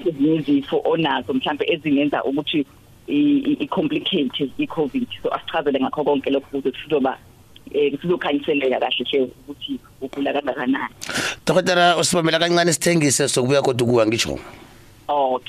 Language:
South Ndebele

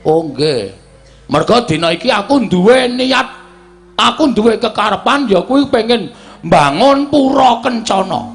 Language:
Javanese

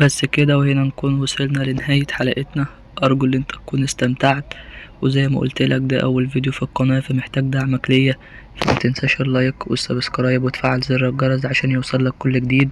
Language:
Egyptian Arabic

